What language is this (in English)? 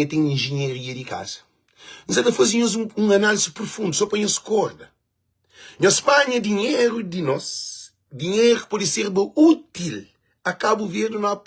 Kabuverdianu